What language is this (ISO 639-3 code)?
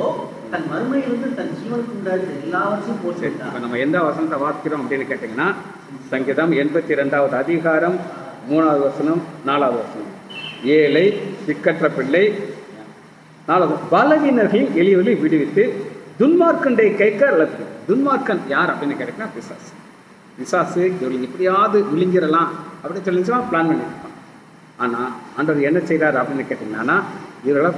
tam